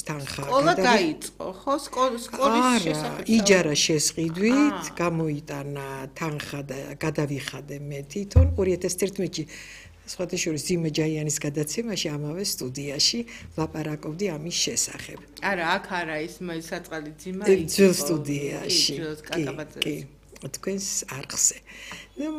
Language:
Georgian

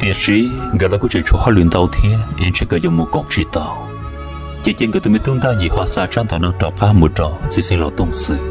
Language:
Hmong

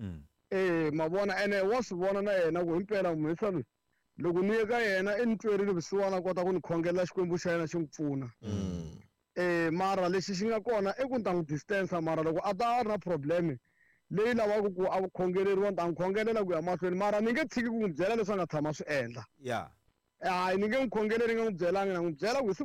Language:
Tsonga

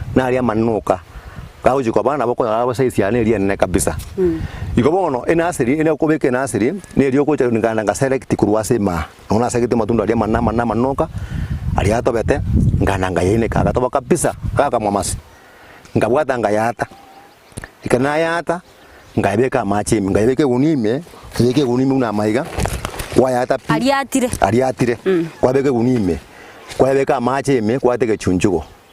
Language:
Gusii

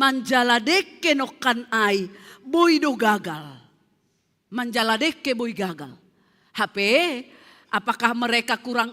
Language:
Batak Simalungun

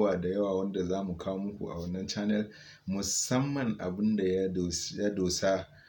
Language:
Hausa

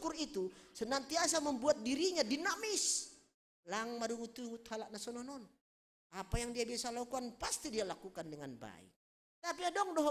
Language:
Batak Simalungun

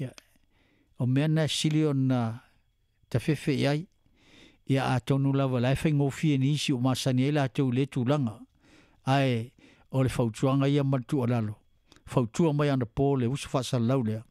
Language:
Samoan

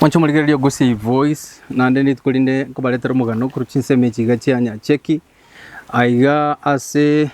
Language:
Gusii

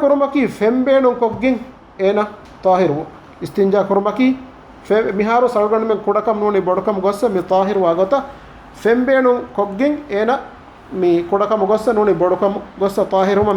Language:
Divehi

